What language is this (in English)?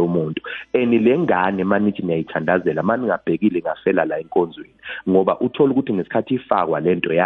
Zulu